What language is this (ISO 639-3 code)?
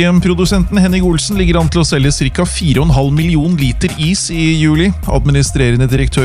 nor